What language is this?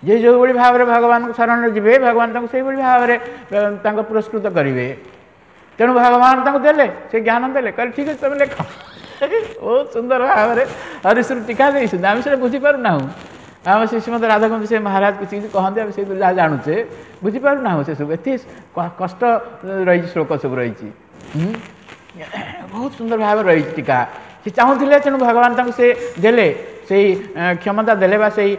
Odia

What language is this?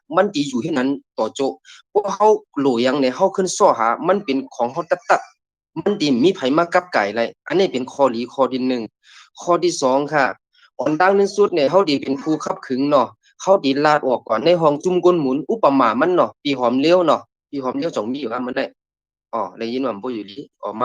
Shan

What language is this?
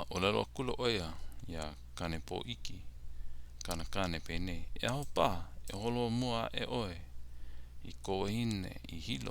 Hawaiian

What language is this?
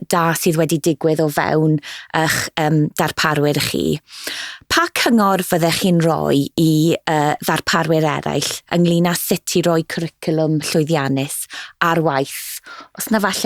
Welsh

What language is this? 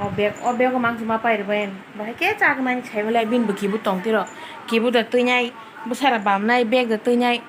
Kok Borok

